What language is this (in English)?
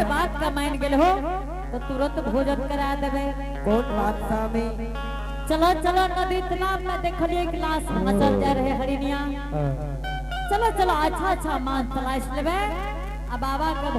Angika